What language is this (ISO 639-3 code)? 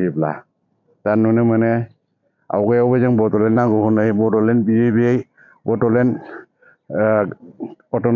brx